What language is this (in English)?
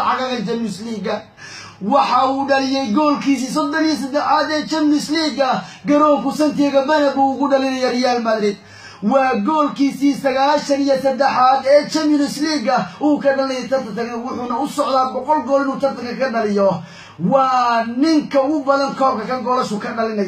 Somali